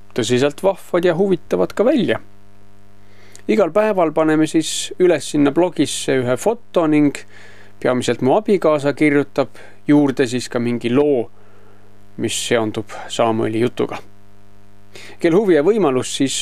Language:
Estonian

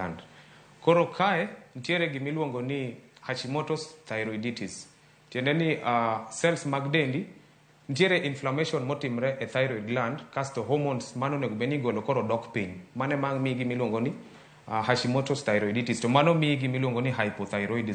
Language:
Luo (Kenya and Tanzania)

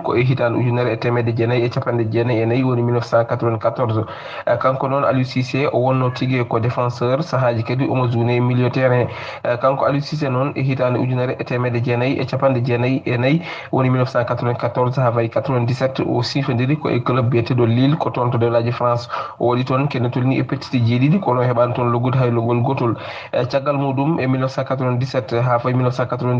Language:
Fula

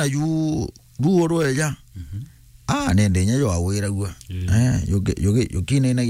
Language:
Meru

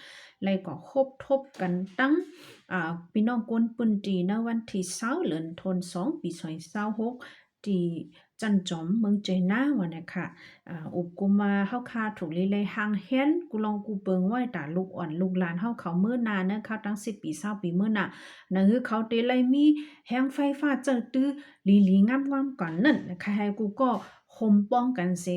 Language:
Shan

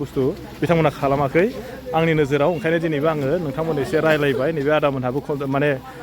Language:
Bodo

